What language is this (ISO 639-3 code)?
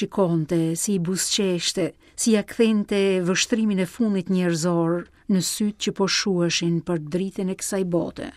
sqi